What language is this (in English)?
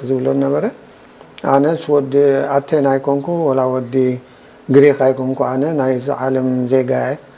Tigrinya